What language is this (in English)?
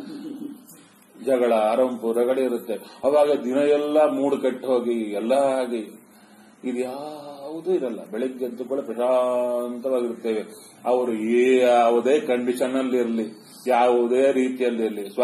Kannada